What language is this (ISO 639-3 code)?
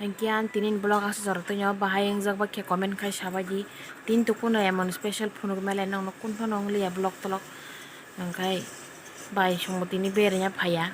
trp